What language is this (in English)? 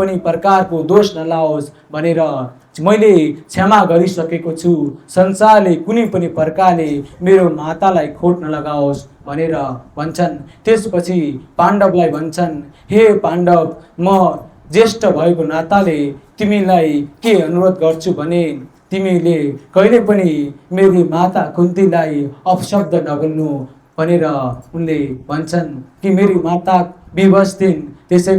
Nepali